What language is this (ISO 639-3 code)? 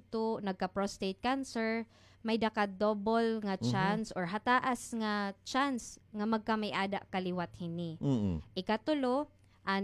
war